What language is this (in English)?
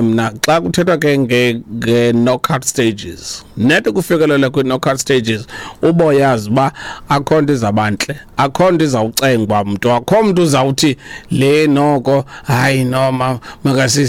Xhosa